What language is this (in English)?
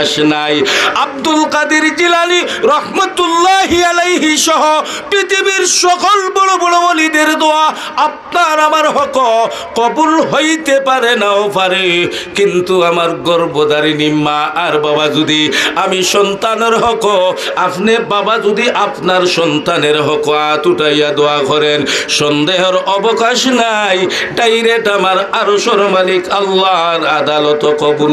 Sylheti